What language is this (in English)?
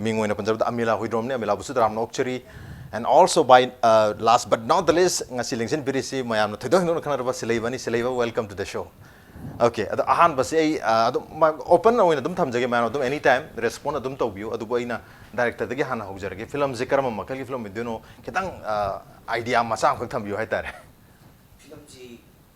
Manipuri